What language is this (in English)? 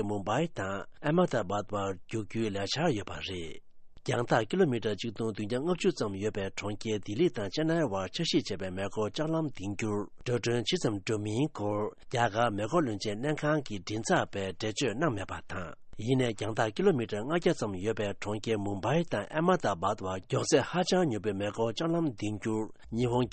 Tibetan